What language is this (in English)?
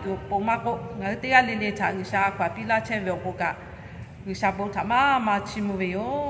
Lahu